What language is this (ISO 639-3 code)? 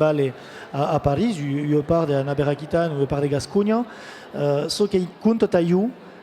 oci